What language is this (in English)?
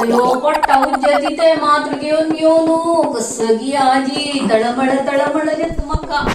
Konkani